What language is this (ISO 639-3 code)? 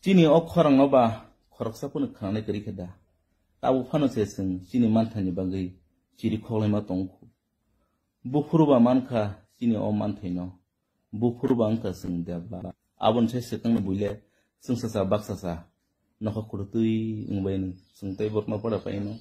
trp